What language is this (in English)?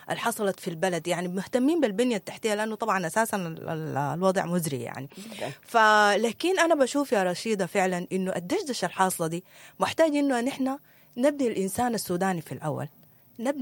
Sudanese Arabic